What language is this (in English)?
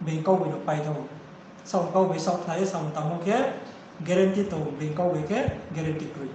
Riang (India)